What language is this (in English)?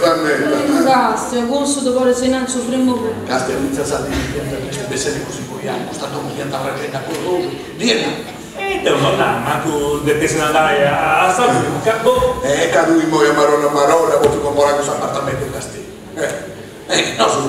Sardinian